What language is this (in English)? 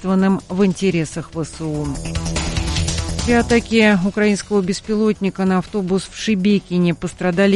Russian